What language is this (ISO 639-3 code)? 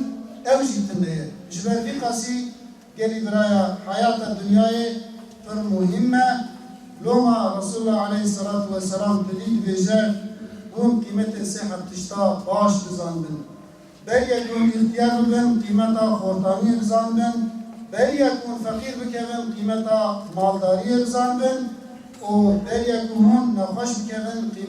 kur